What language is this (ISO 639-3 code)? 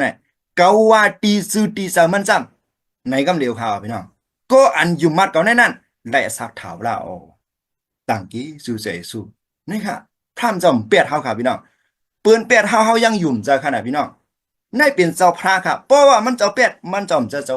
shn